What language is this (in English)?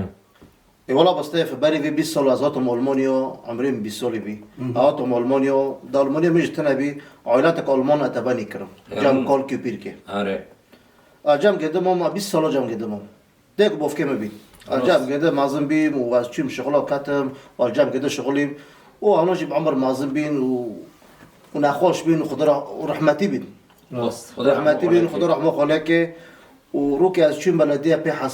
Kurdish